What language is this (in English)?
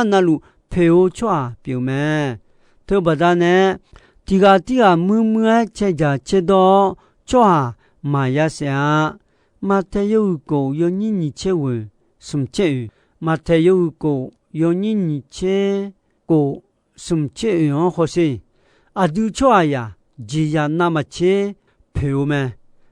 Akha